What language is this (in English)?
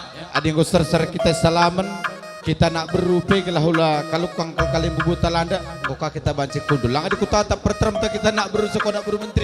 Batak Karo